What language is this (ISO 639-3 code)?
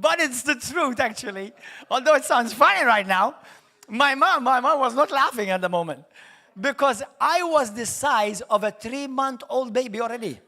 eng